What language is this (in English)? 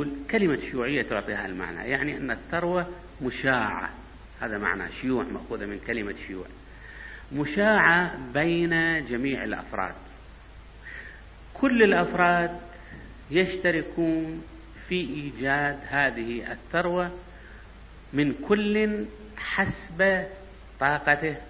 Arabic